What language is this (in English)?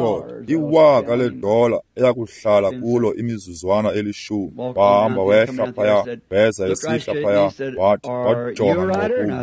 Xhosa